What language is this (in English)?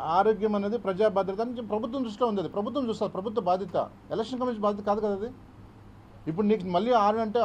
Telugu